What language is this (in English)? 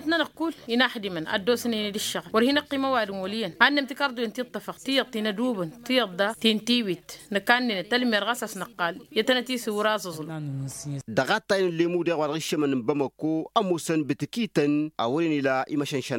Tamasheq